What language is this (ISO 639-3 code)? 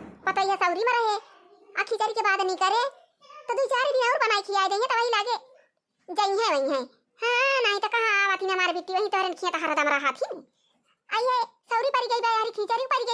awa